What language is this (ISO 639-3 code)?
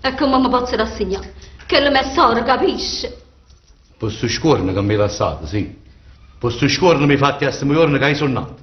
nap